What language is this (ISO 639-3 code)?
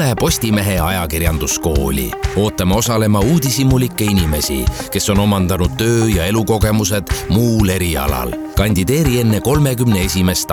est